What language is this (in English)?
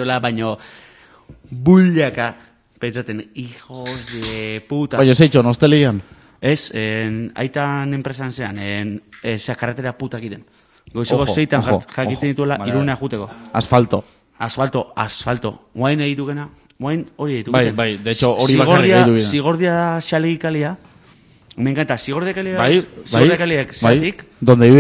Basque